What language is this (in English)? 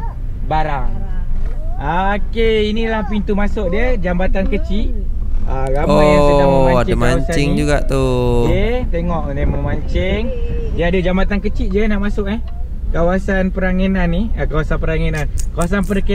Malay